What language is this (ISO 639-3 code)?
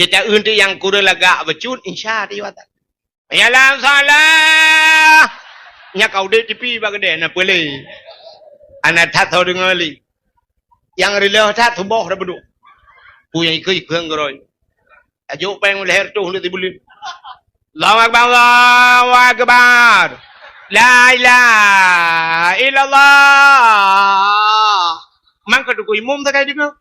ace